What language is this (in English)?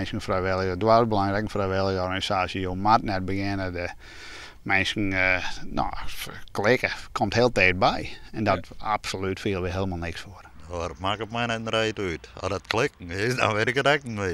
Western Frisian